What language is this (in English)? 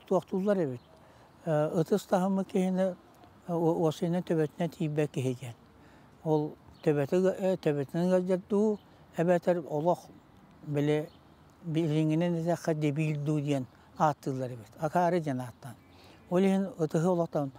Yakut